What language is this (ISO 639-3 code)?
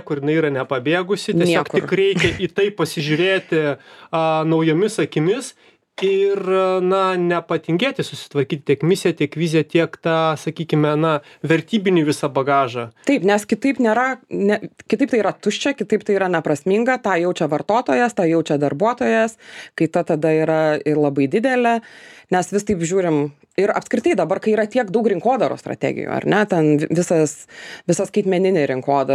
lit